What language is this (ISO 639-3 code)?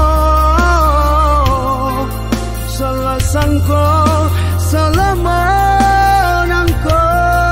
min